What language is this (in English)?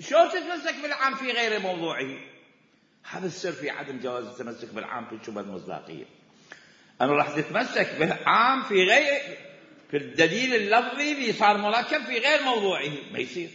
Mesopotamian Arabic